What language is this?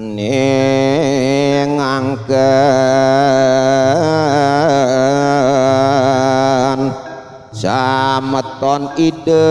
Balinese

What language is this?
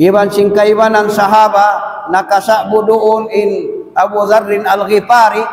Tausug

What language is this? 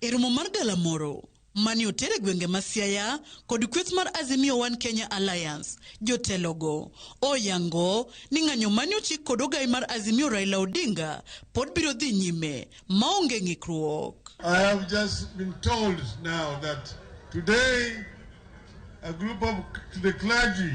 Luo (Kenya and Tanzania)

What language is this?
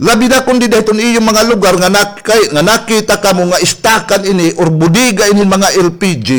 Waray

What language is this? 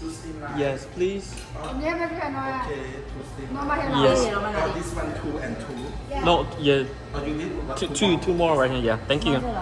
Lahu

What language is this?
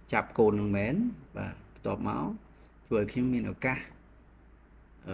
Khmer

